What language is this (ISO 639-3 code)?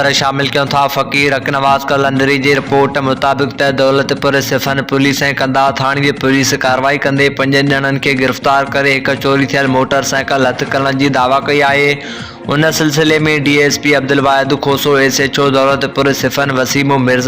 snd